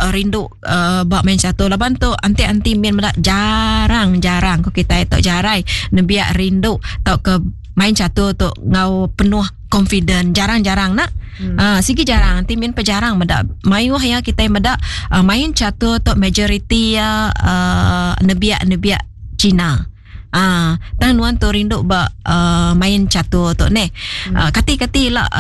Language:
Iban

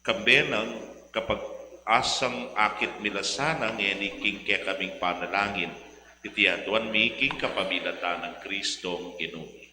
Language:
Pampanga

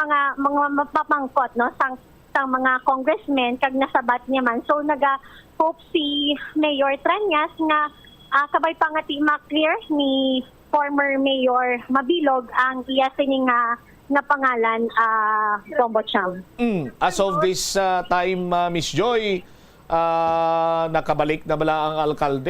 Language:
Hiligaynon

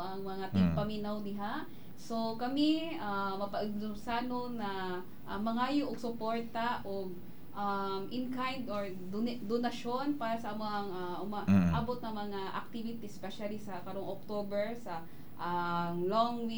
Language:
Cebuano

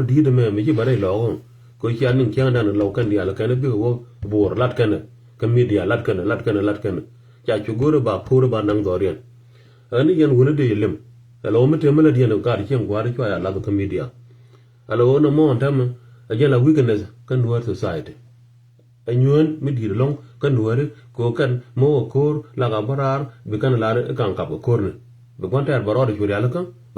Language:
Nuer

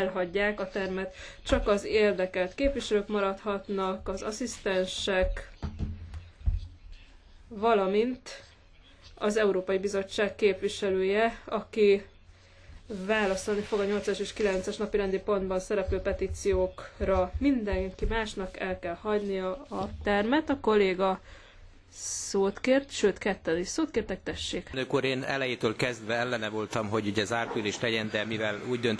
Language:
Hungarian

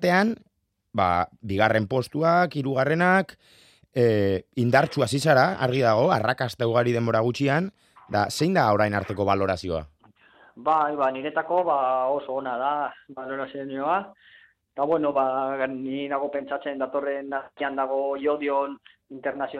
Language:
Basque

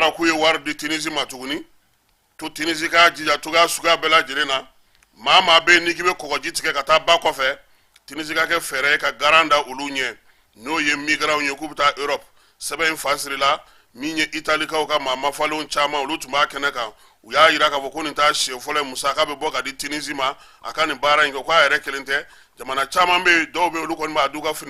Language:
Bambara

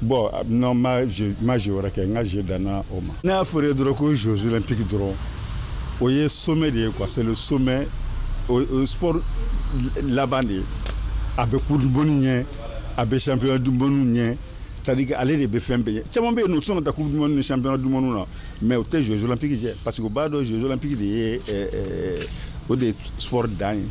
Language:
Bambara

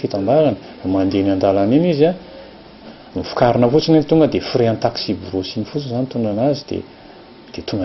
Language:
Malagasy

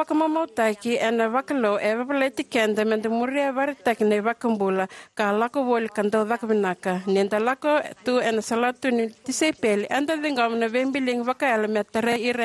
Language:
Fijian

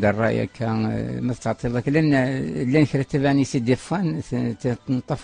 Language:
Kabyle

